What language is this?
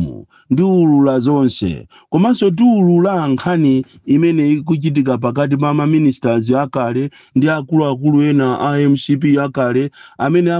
Nyanja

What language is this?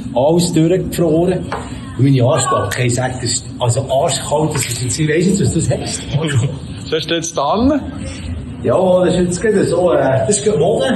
Swiss German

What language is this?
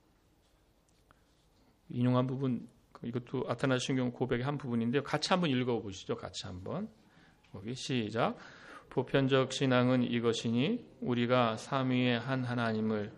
Korean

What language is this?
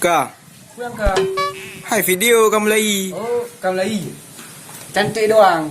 Achinese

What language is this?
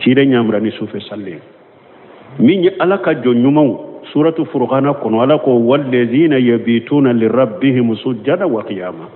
Bambara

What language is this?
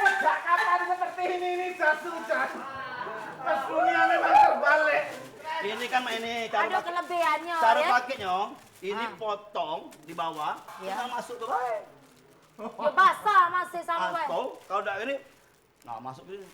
Musi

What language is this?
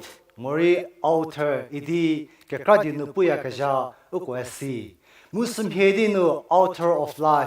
Angami Naga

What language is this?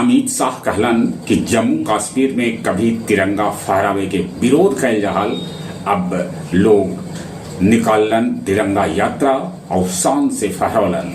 Magahi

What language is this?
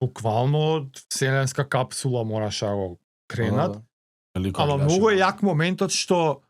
Macedonian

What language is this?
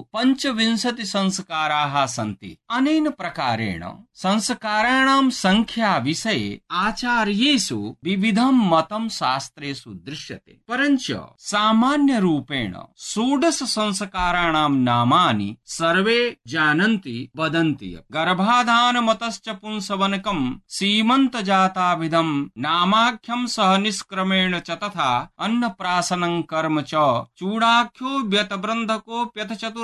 Sanskrit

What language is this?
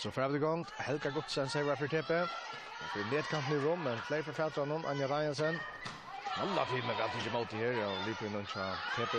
Faroese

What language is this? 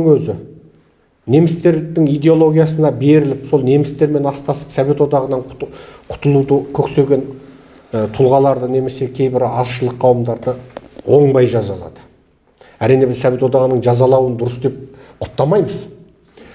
Kazakh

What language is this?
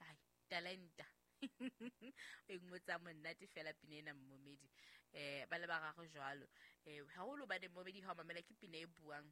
Southern Sotho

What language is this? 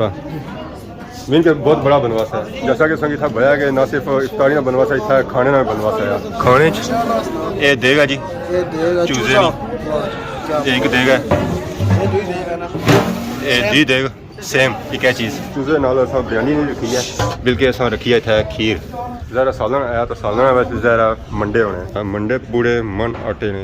Pahari-Potwari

